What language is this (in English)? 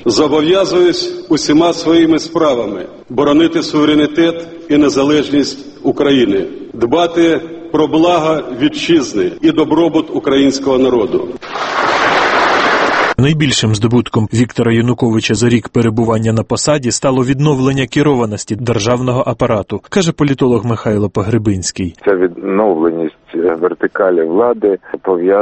Ukrainian